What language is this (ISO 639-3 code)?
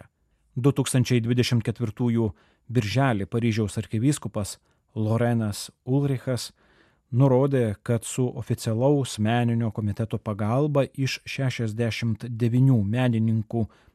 lit